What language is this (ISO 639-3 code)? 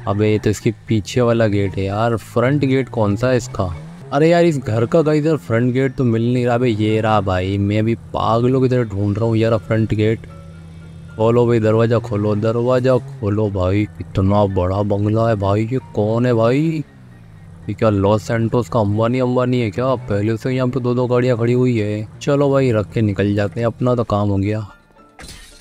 hin